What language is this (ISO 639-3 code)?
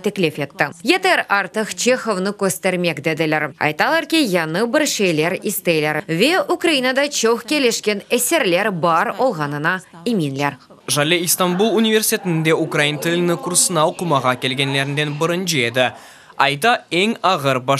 crh